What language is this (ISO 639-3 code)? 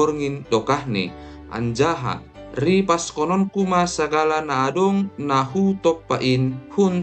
bts